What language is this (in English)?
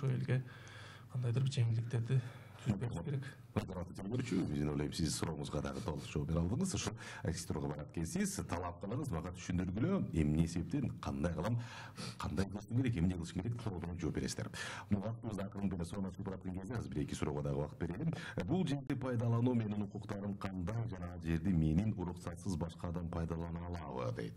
Kyrgyz